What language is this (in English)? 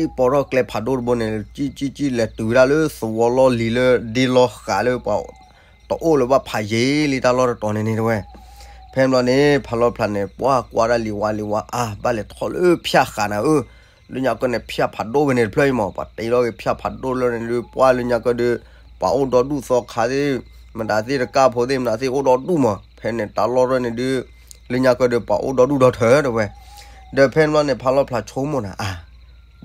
S'gaw Karen